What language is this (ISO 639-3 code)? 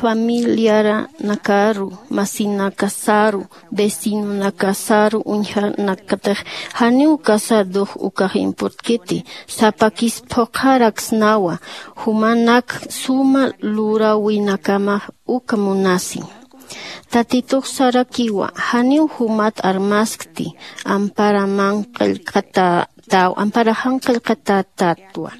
aym